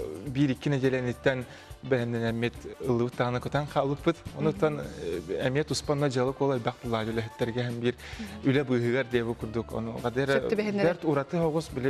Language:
Yakut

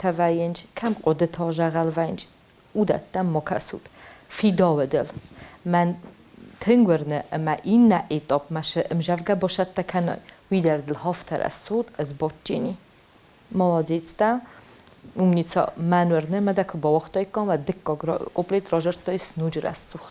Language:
Ossetic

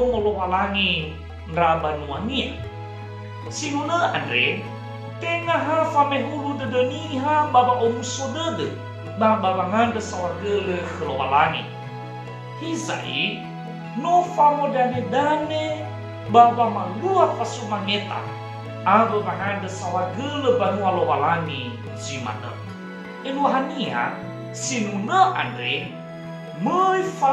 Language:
Nias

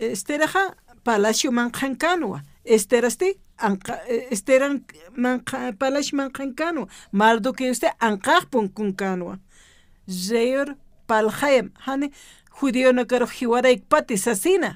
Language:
Aymara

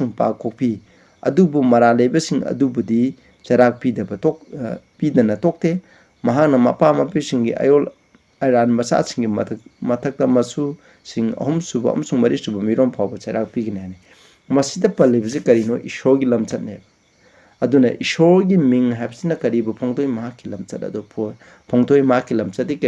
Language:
Manipuri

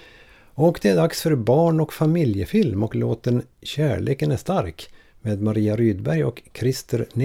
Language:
Swedish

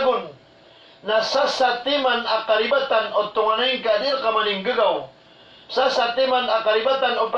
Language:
Maranao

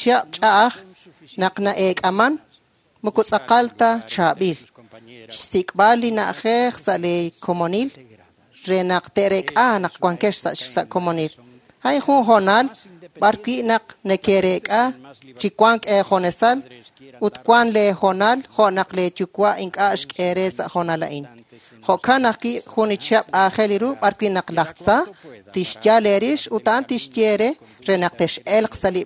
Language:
Kekchí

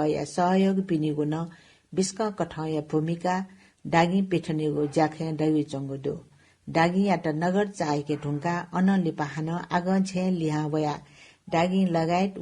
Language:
Newari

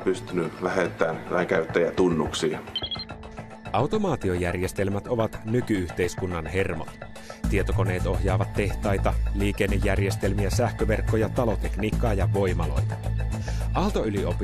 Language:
Finnish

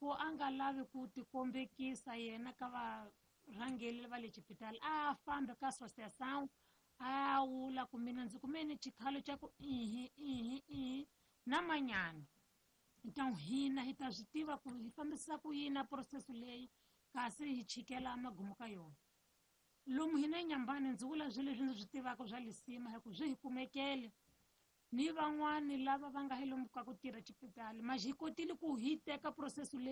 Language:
Tsonga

